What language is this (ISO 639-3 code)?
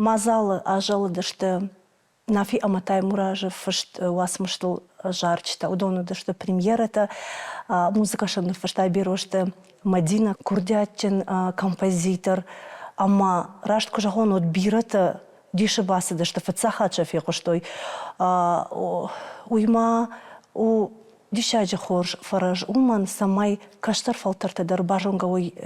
oss